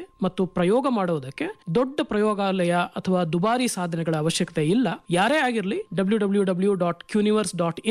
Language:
Kannada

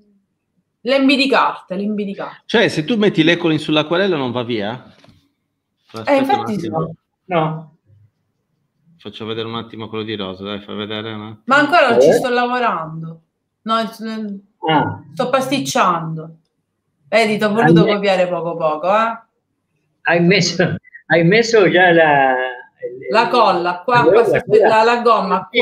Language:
Italian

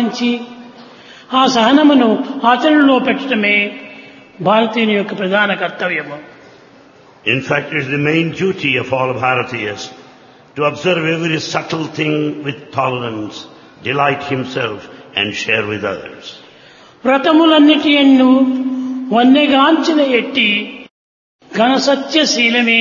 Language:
Telugu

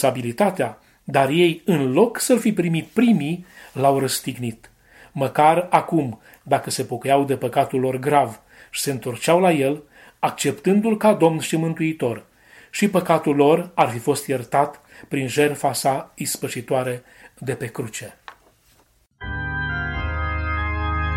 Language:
Romanian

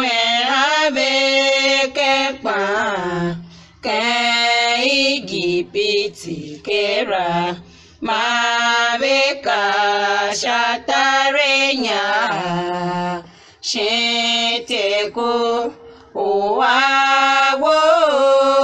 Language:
Tiv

